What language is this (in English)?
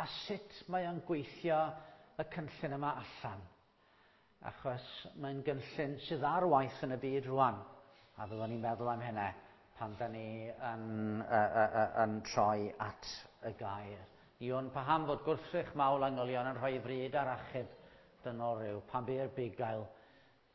Welsh